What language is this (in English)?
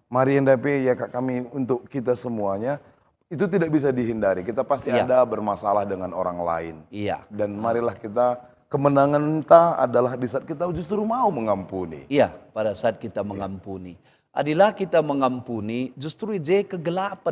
Batak Karo